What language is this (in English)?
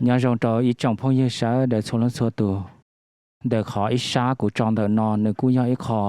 Hmong